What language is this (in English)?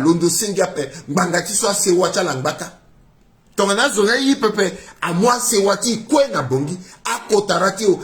Sango